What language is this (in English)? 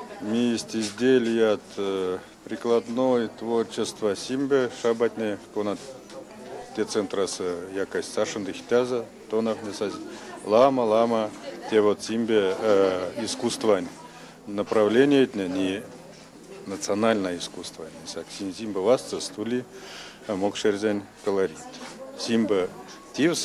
Erzya